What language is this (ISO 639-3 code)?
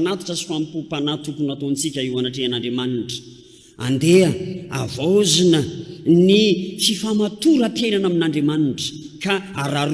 mlg